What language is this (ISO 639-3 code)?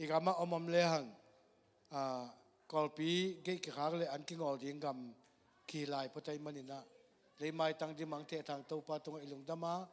ctd